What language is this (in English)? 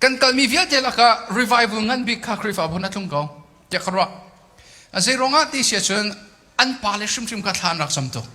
Hakha Chin